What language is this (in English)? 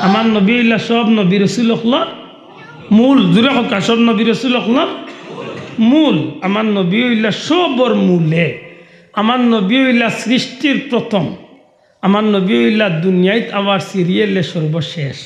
Sylheti